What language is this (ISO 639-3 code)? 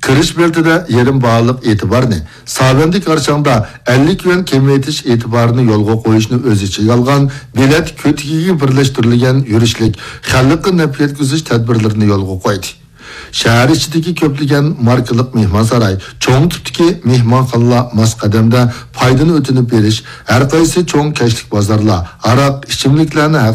uig